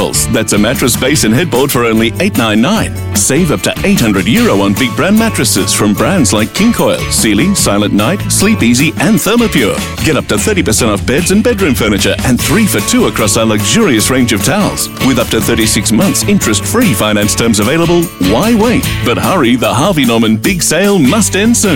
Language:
English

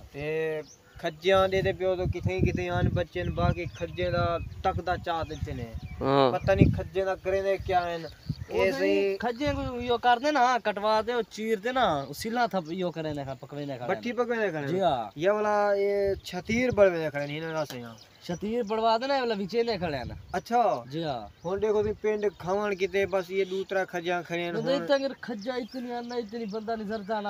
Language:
Saraiki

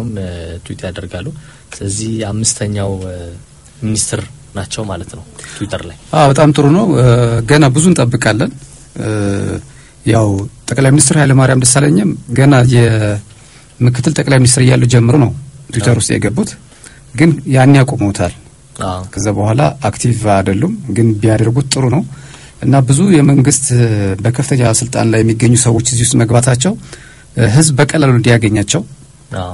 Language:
Amharic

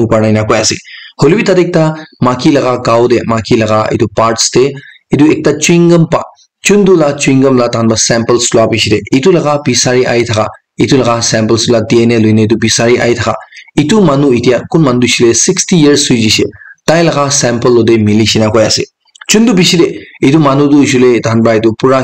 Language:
Naga Pidgin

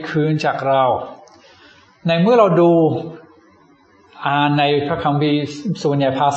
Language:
Thai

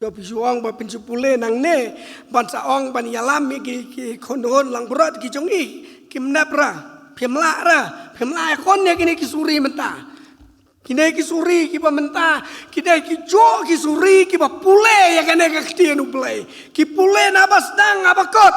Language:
Khasi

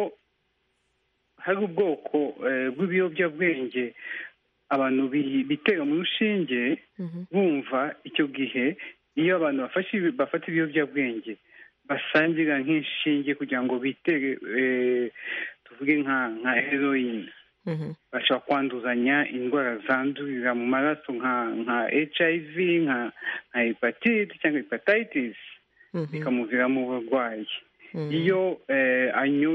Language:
Kinyarwanda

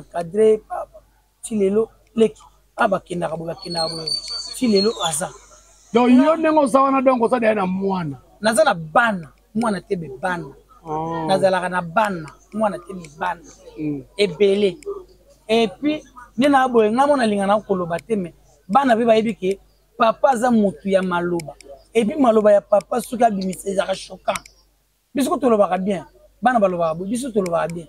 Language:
Lingala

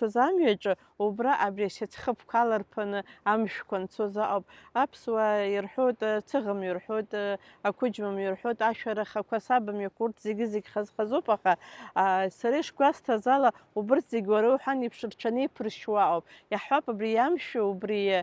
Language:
Abkhazian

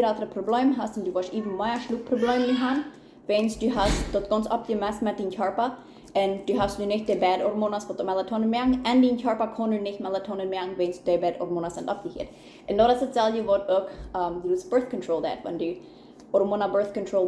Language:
Plautdietsch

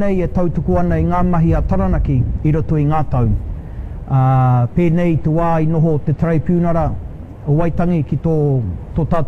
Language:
Māori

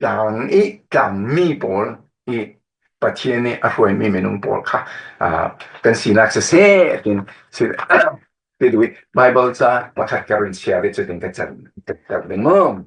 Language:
Falam Chin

